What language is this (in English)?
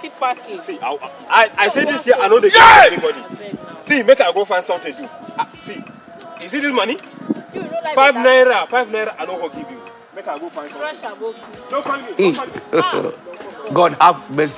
Nigerian Pidgin